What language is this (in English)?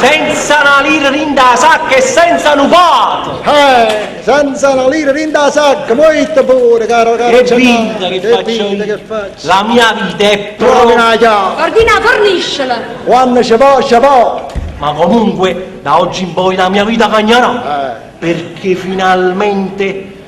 Neapolitan